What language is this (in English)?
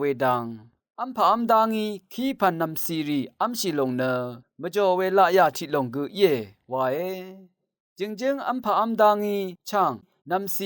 Rawang